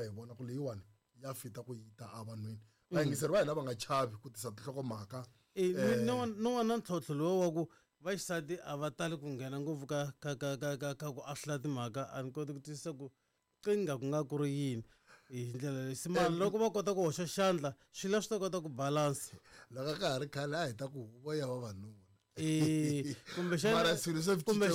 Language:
Tsonga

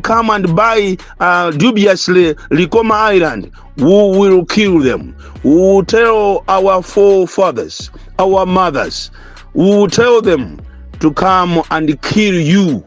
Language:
Nyanja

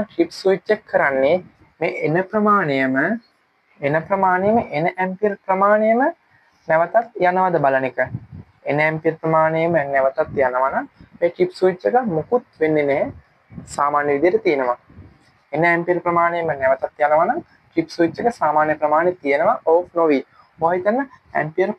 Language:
Sinhala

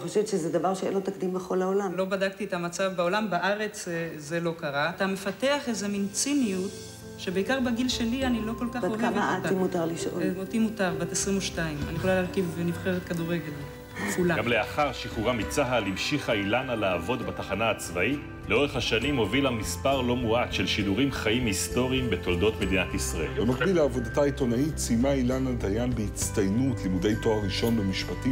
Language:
Hebrew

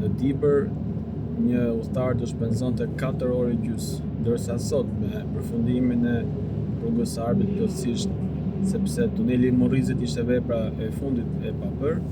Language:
Albanian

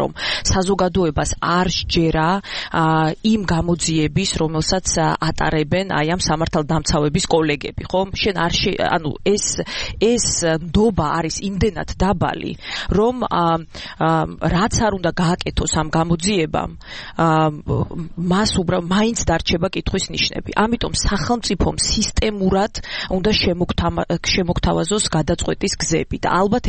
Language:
Georgian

